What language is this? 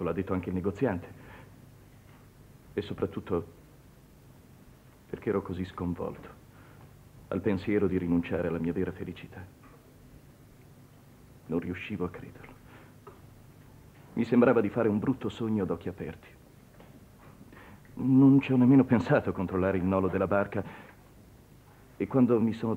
Italian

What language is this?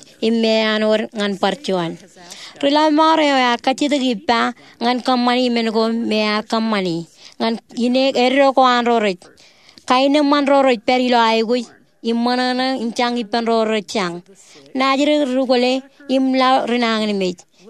Marshallese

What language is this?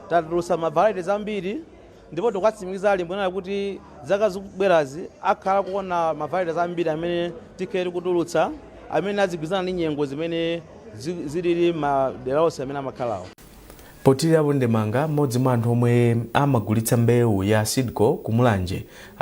Nyanja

